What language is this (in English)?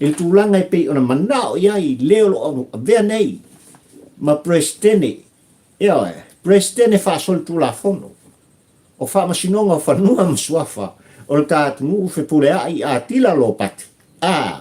Samoan